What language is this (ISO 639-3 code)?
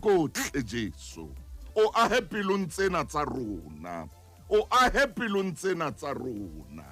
sot